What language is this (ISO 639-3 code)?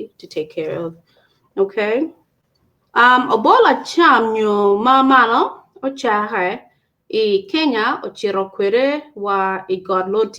ach